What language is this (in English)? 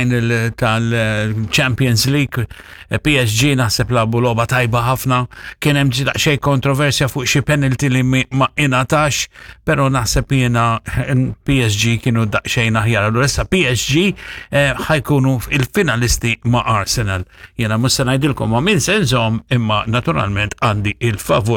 Maltese